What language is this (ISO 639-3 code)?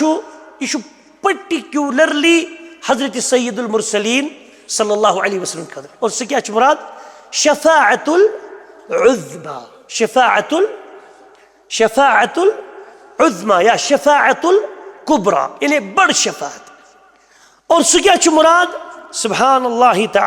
kas